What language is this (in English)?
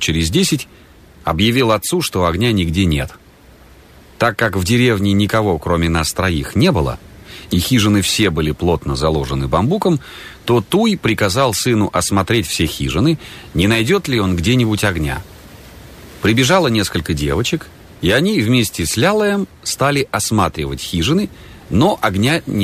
Russian